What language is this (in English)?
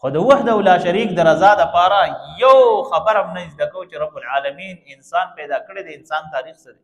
Pashto